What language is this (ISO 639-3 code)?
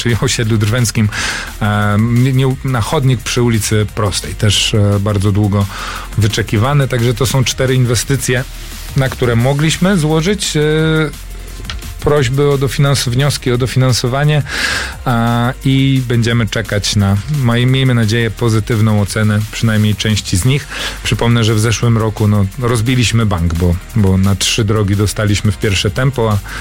pol